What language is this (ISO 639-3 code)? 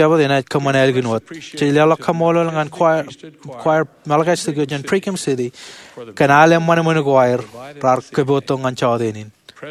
mah